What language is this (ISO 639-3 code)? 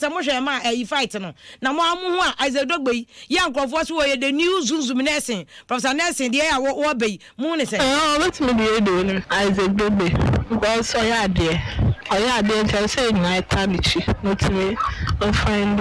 aka